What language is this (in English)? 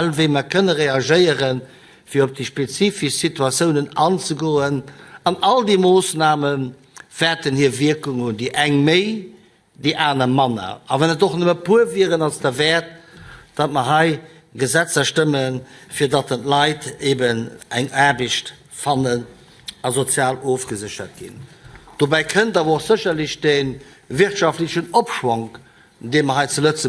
Luxembourgish